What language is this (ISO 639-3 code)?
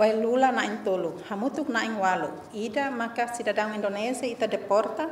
tet